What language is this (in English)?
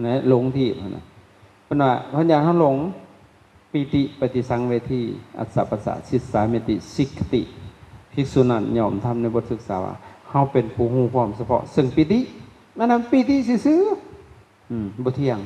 Lao